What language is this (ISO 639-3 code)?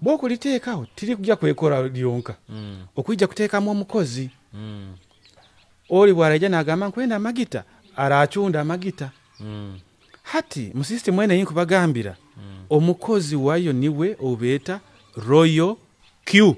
nyo